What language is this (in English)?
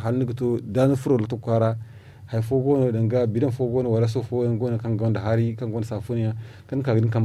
Zarma